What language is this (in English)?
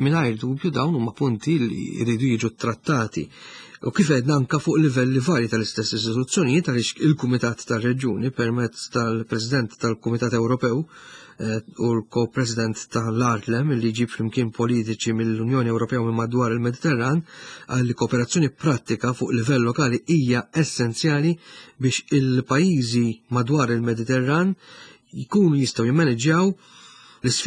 Maltese